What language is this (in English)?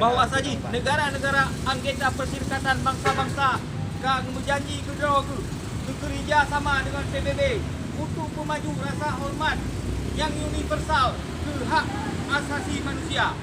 Achinese